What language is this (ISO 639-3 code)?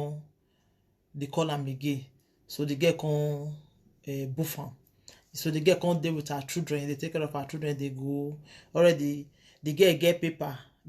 pcm